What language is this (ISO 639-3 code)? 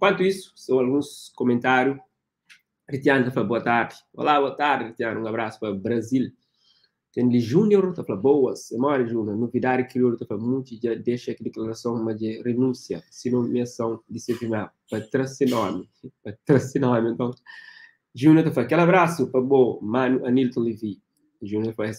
kea